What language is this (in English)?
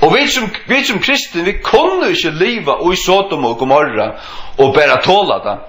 Faroese